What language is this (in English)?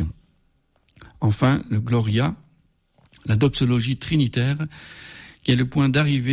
French